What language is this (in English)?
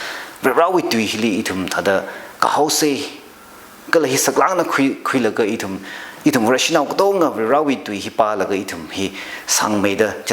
Tangkhul Naga (India)